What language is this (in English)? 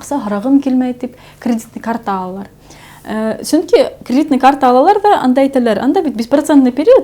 Bashkir